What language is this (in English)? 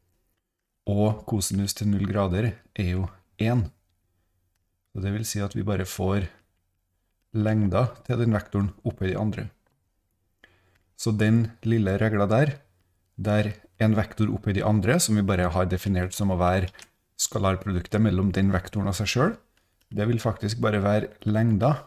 Norwegian